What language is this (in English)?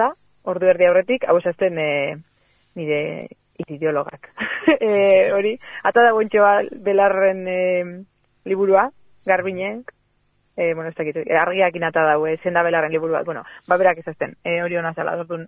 Basque